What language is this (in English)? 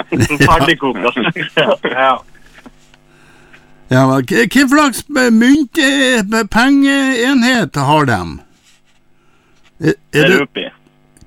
Norwegian